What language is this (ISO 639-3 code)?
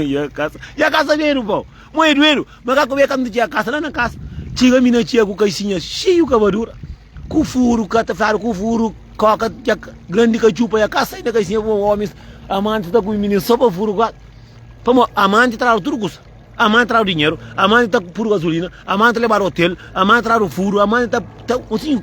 kea